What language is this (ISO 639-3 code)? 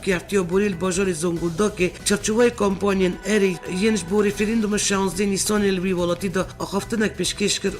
kur